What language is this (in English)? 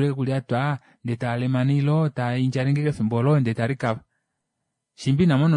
Kuanyama